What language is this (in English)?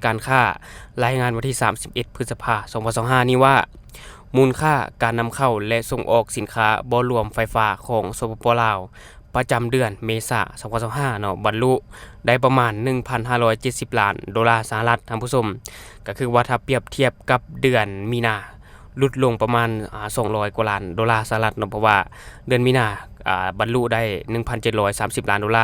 Lao